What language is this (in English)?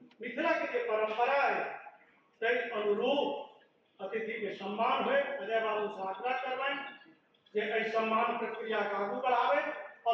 Maithili